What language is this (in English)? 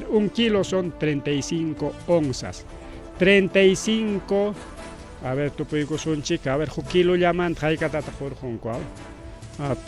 Ayacucho Quechua